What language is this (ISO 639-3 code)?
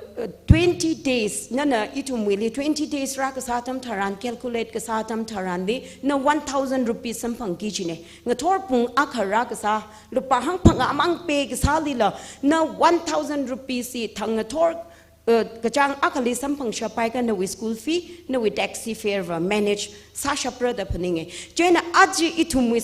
nmf